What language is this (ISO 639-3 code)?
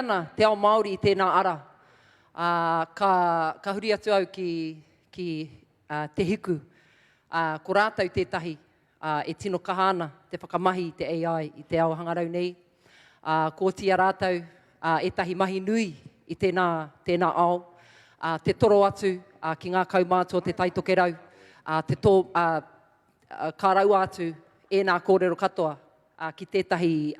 mri